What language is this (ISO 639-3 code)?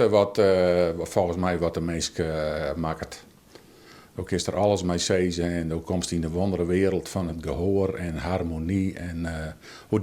fry